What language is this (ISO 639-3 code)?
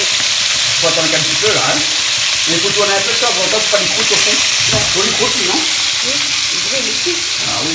rcf